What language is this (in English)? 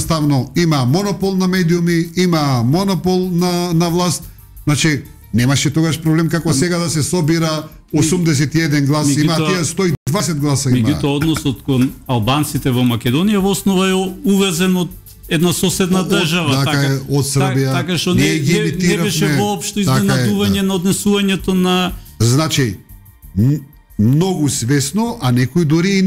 Macedonian